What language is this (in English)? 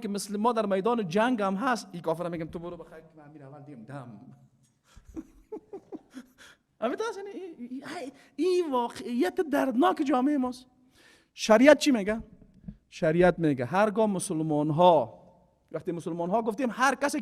Persian